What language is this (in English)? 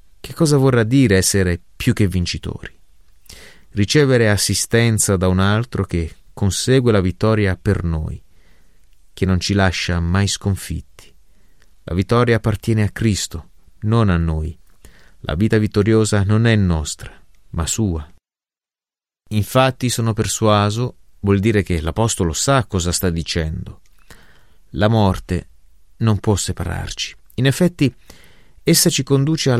Italian